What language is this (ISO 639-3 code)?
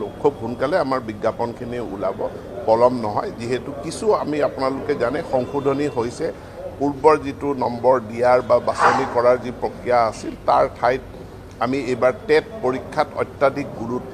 asm